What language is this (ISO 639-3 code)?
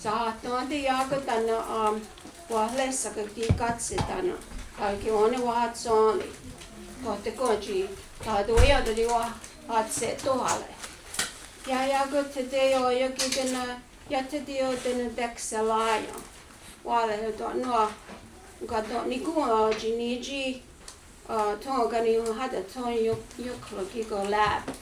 moh